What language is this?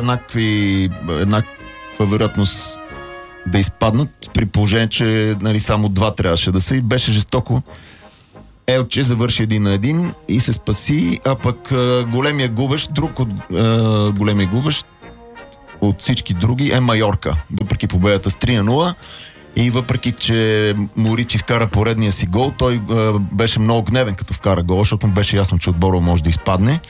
Bulgarian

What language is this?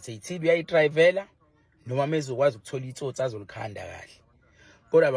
Zulu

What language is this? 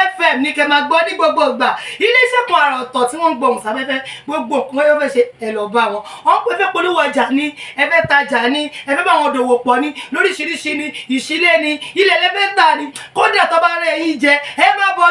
Yoruba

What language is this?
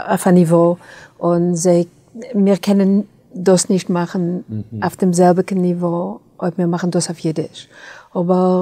Yiddish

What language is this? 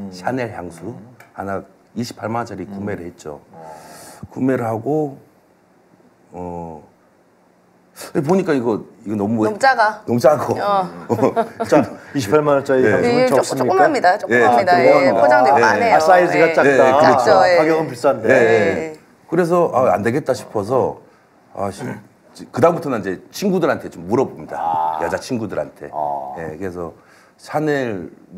Korean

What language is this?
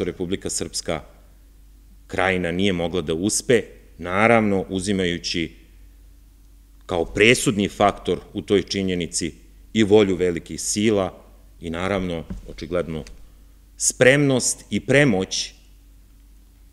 Serbian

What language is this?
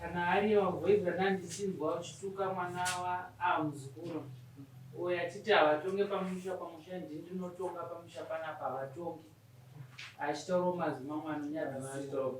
Shona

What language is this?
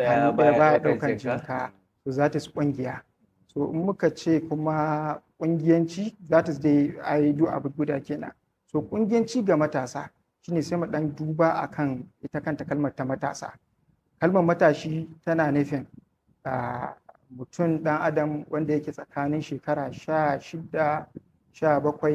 Hausa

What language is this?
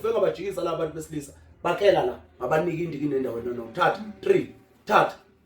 Zulu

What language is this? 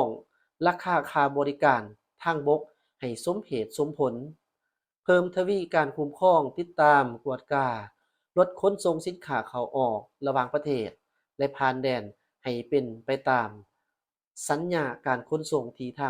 Lao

